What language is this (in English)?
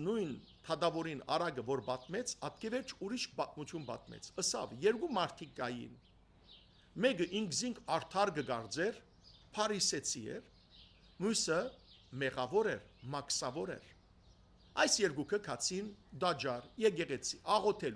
Western Armenian